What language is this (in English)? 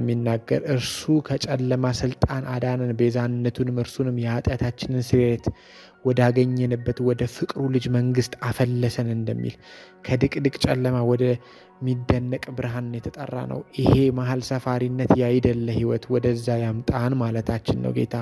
Amharic